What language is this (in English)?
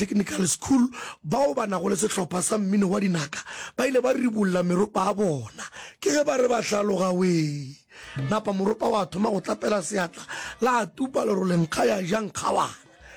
Northern Sotho